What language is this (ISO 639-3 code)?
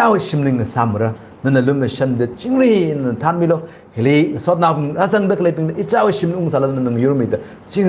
nmf